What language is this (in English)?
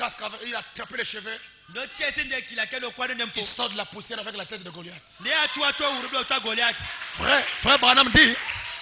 French